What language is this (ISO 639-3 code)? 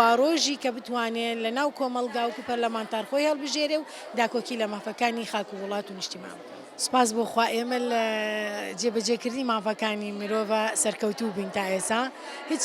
ckb